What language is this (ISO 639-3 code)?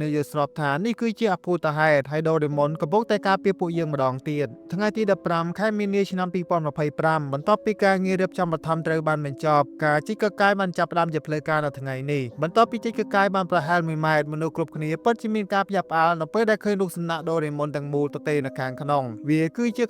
khm